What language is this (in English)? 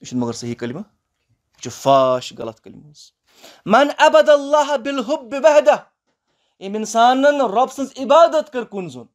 Kashmiri